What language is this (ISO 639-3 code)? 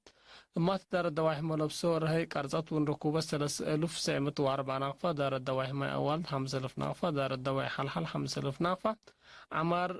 tig